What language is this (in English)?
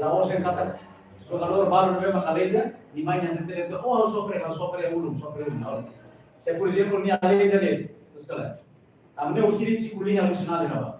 Tetum